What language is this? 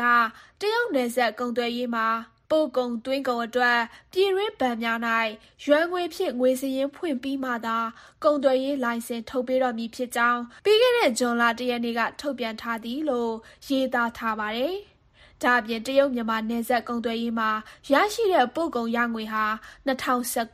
Burmese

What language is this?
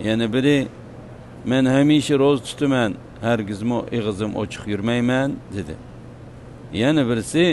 Uyghur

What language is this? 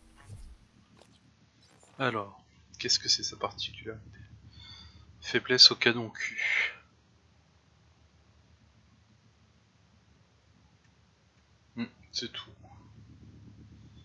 French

